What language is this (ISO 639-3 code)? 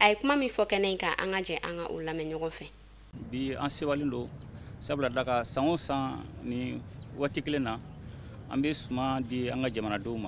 bam